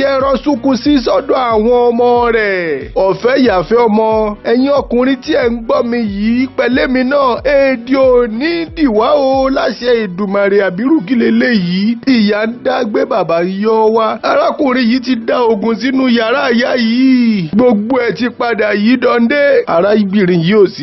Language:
Yoruba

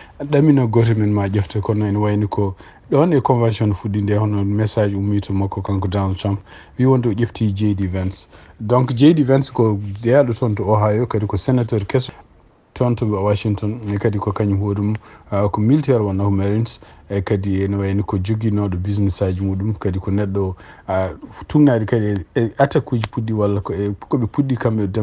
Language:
Fula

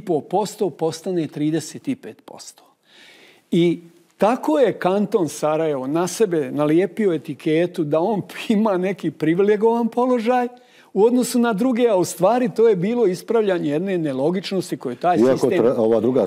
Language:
Bosnian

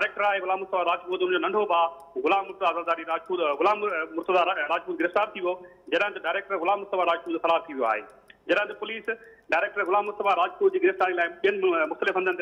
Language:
Sindhi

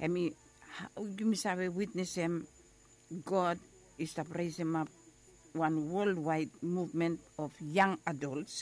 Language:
Bislama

